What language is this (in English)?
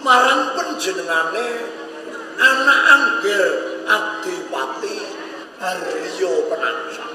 Javanese